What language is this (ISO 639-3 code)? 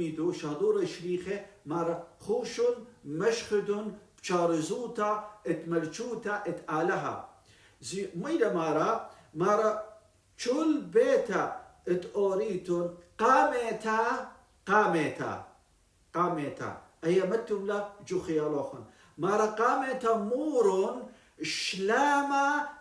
aii